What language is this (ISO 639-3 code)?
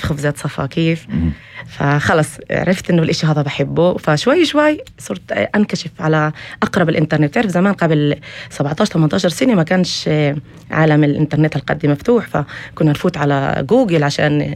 apc